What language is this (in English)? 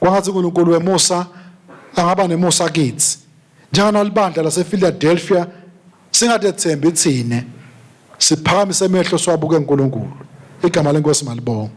Swati